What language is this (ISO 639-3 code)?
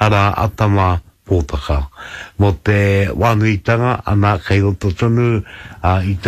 mri